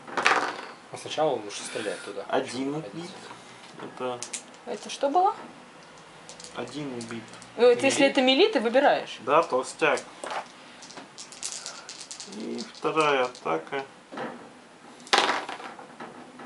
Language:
Russian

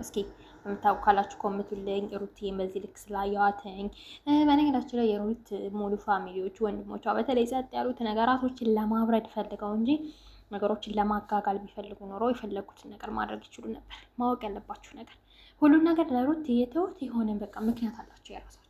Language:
Amharic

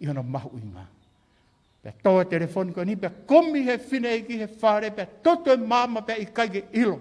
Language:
Tongan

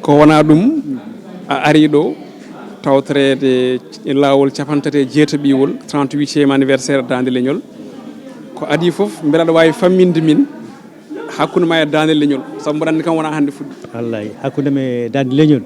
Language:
Fula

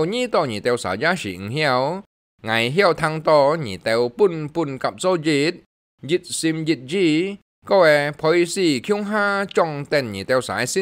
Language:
Hakka Chinese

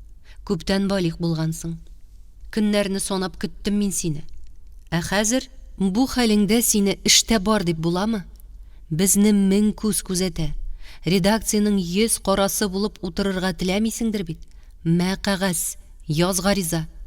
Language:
Tatar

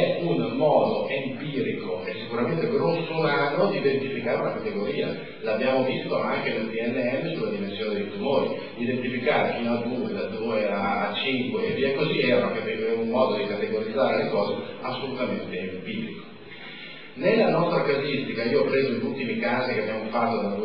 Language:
Italian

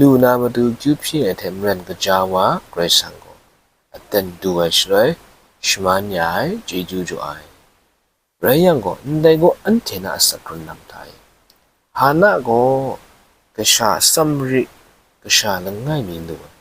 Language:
Kachin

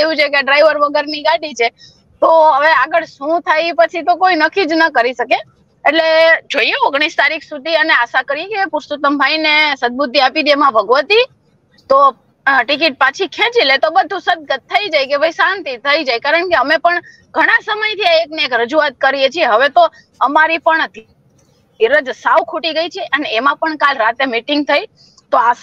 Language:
Gujarati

